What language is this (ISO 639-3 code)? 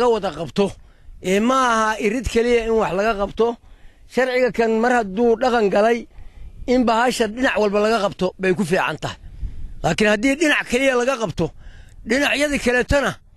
som